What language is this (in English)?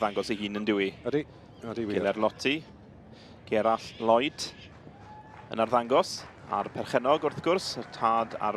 Welsh